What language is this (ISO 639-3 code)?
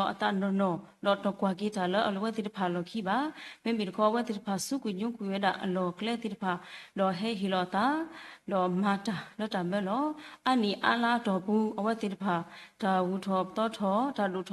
ksw